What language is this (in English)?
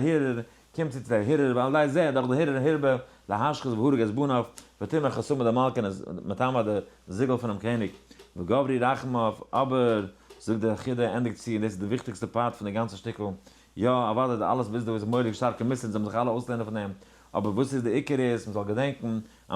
Yiddish